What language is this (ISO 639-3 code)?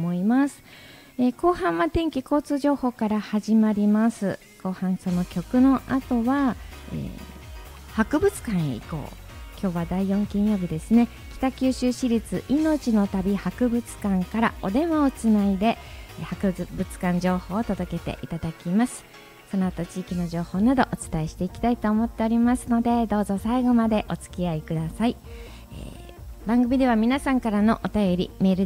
jpn